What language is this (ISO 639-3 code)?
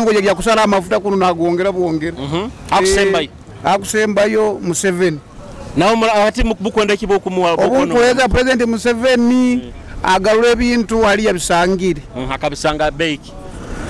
nyo